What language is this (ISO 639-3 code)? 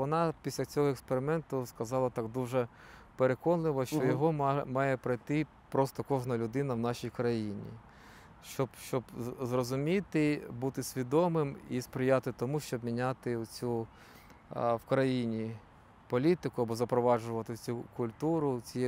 ukr